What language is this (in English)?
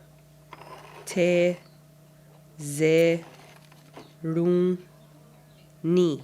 Mohawk